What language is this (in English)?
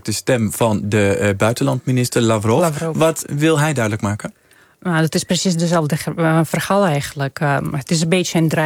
Dutch